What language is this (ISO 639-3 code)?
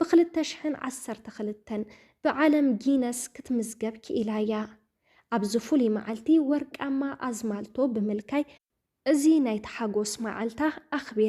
tir